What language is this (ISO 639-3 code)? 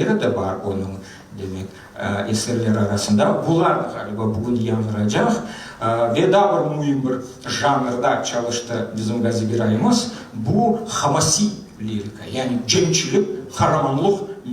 crh